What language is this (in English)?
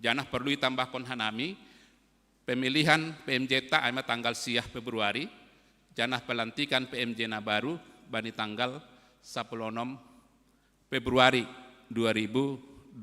Batak Simalungun